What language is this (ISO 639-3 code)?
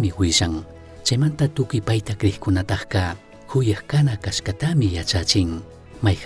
qug